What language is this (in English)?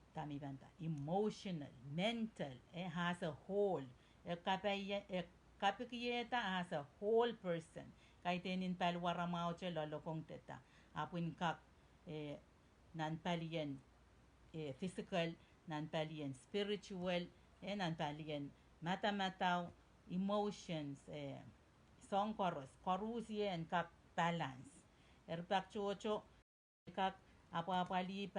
Pohnpeian